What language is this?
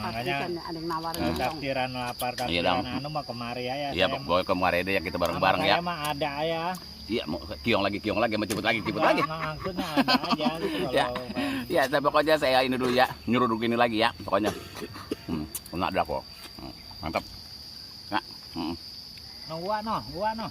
Betawi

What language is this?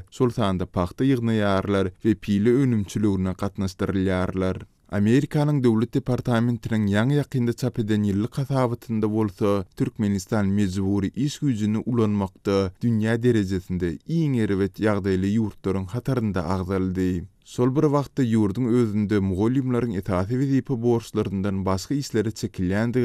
Turkmen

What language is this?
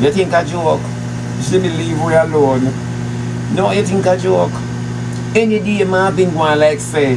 Jamaican Creole English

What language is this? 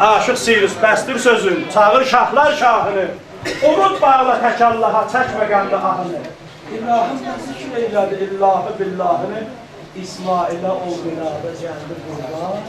South Azerbaijani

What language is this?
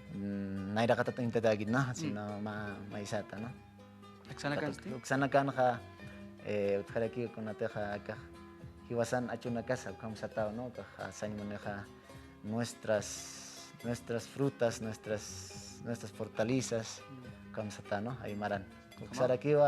Aymara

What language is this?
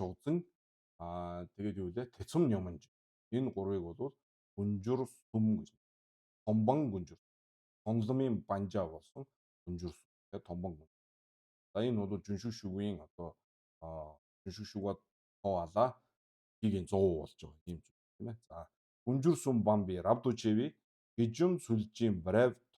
Mongolian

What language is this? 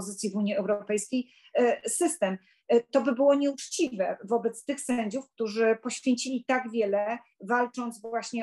Polish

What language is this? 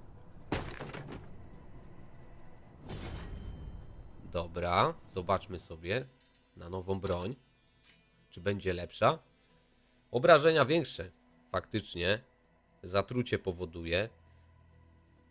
Polish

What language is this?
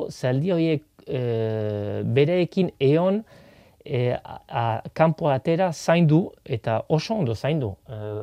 Basque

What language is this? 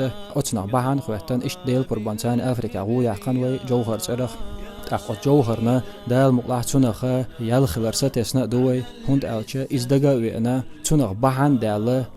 Chechen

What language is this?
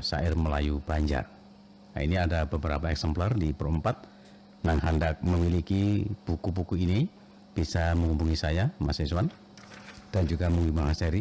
Banjar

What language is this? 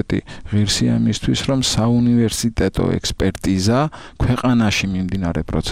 Georgian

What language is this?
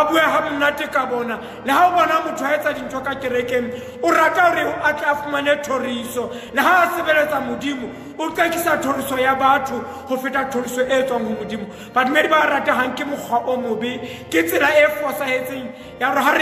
Southern Sotho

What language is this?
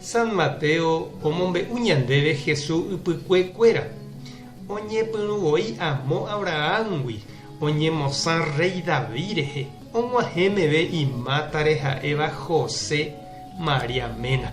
Guarani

